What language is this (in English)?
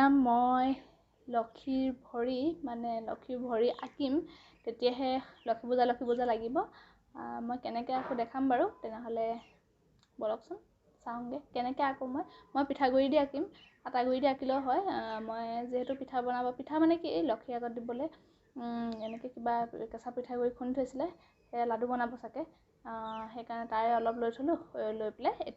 Assamese